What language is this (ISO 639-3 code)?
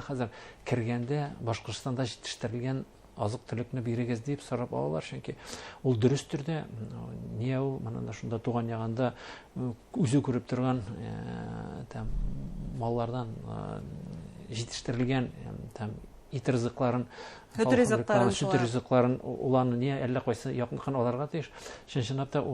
bak